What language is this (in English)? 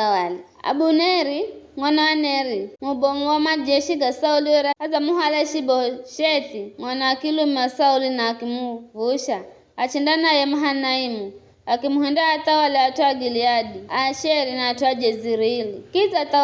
Giryama